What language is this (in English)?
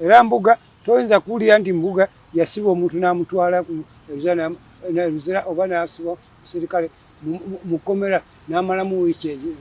Ganda